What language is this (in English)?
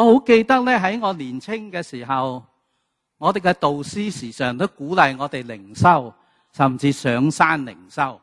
Cantonese